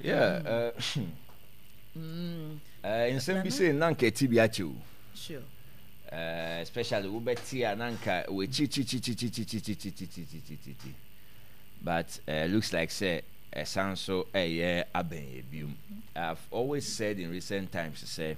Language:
Akan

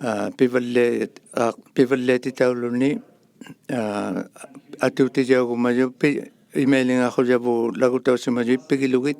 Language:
Inuktitut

